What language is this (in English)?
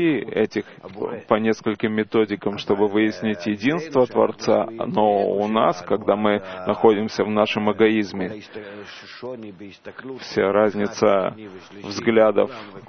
Russian